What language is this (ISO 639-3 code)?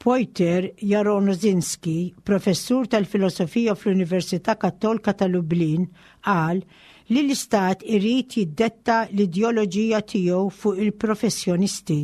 mlt